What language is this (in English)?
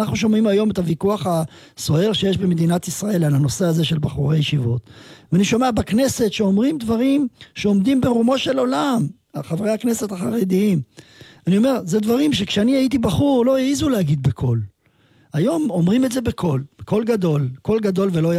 Hebrew